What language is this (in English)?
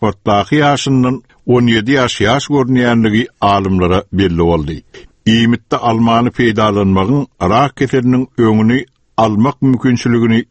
Turkmen